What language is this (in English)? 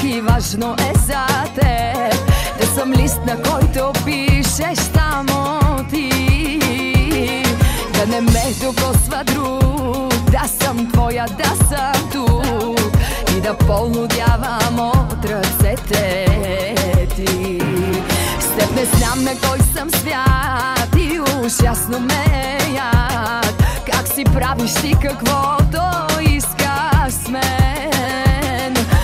Bulgarian